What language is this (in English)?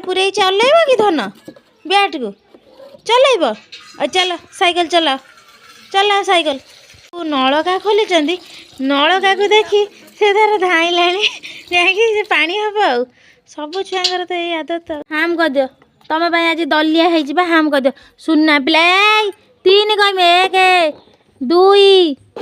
Odia